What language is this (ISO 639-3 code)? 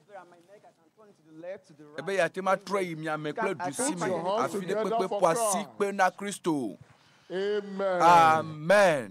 ewe